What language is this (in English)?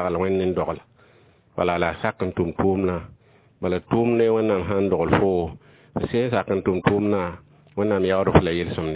Mossi